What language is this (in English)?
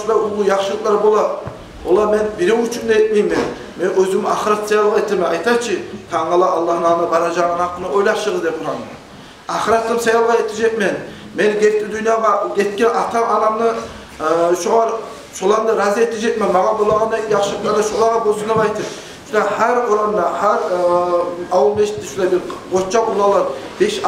Kumyk